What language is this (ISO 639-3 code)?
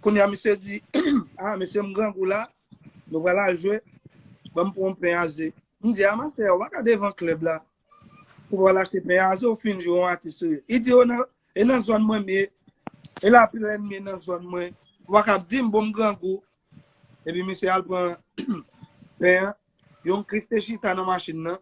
hat